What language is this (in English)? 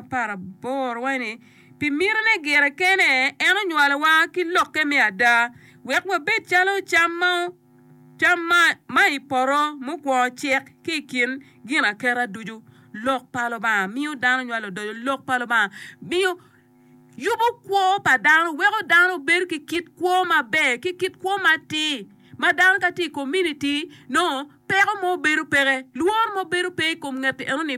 Acoli